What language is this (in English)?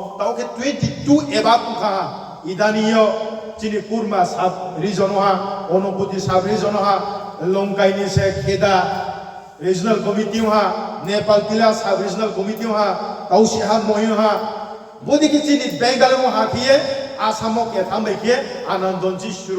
Riang (India)